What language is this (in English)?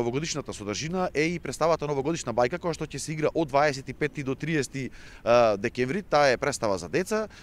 Macedonian